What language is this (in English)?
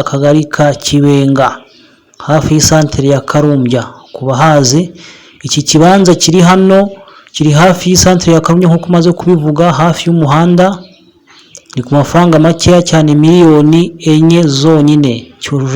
Kinyarwanda